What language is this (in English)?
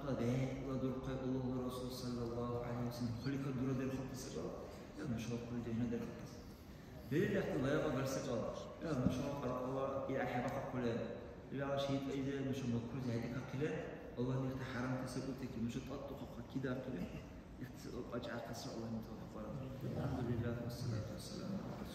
Dargwa